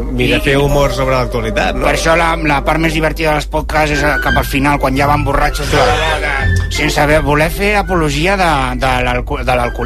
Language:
Catalan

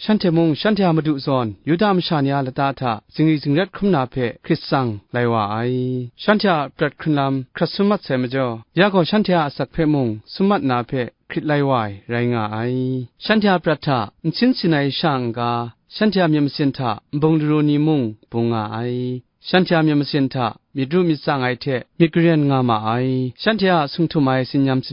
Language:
Kachin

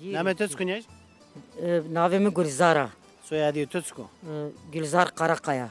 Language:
Zaza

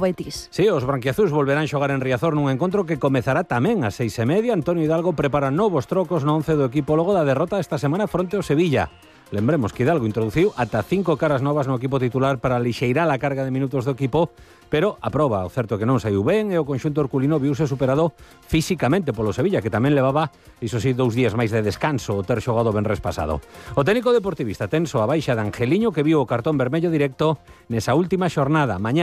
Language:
Galician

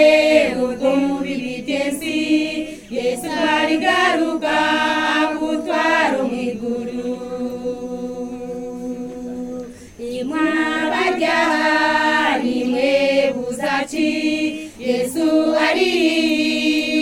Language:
Kinyarwanda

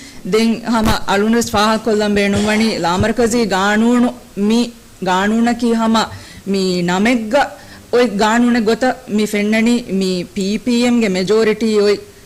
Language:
Divehi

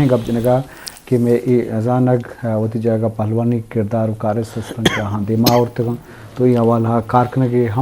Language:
Eastern Balochi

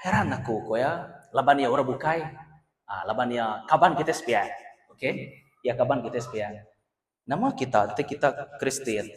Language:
Iban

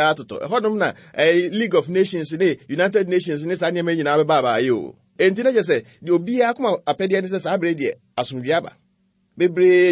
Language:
Akan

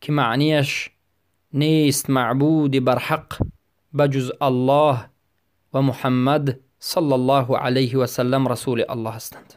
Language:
Persian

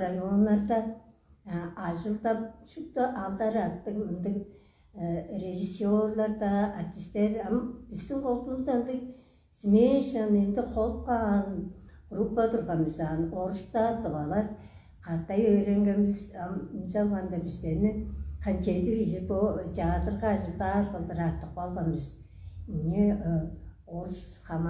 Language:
Tuvinian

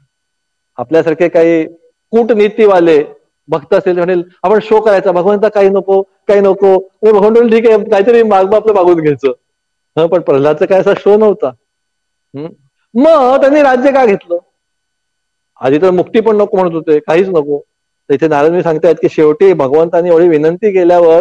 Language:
Marathi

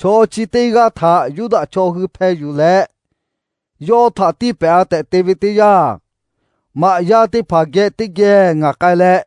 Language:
Lahu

